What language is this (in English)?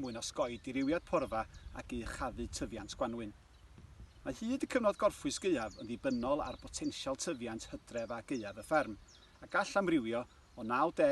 Welsh